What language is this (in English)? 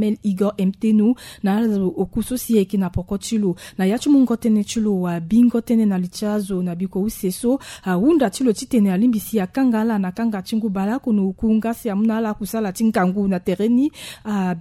Sango